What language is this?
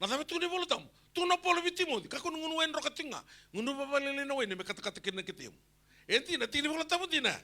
Fijian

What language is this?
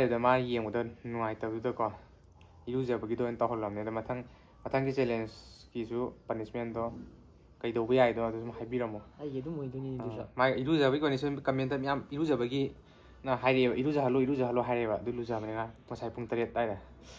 Manipuri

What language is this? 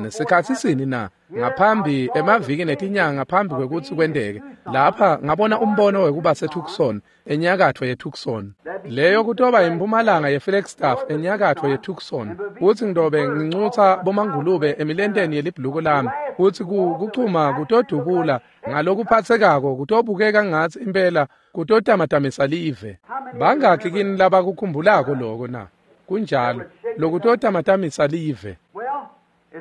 Swati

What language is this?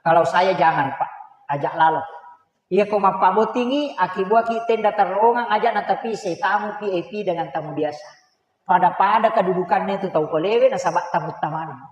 Buginese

